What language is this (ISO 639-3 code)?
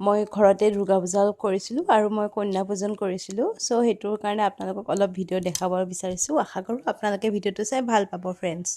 asm